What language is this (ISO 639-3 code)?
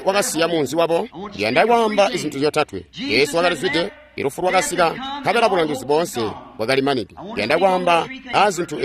toi